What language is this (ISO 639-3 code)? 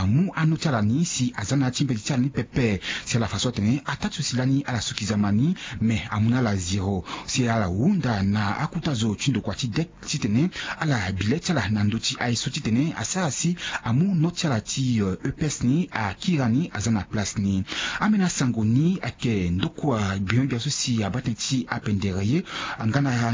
sag